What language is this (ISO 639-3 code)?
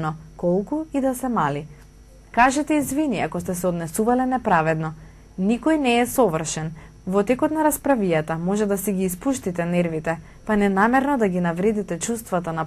mkd